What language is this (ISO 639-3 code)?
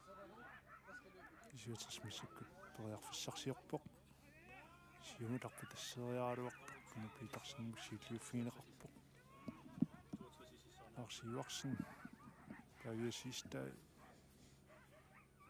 kal